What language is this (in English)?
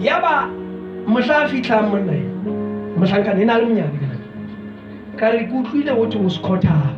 Southern Sotho